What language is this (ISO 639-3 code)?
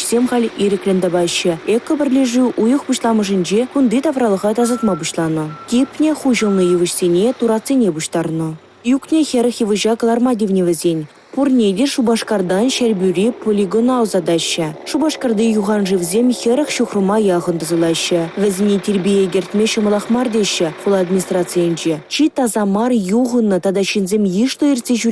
chv